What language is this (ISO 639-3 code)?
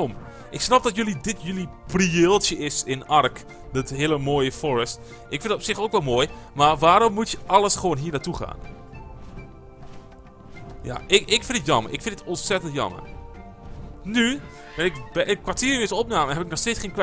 nld